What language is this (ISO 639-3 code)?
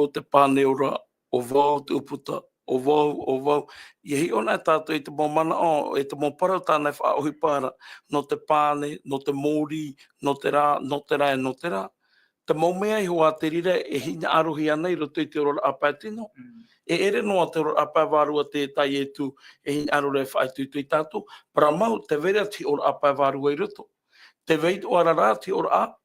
tah